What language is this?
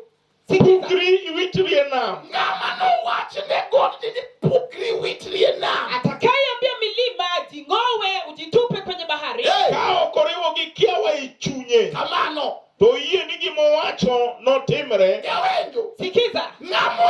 Luo (Kenya and Tanzania)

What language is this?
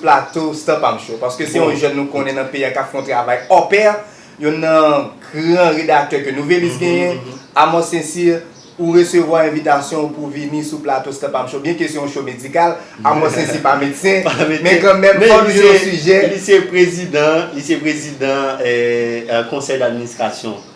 Haitian Creole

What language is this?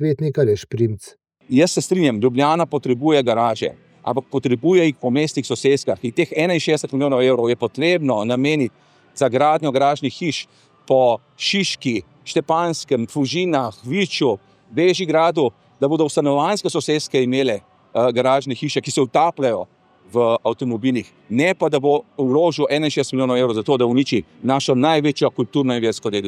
Slovenian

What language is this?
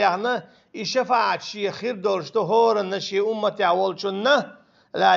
Chechen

